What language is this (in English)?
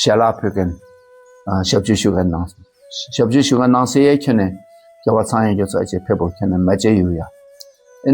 Dakpakha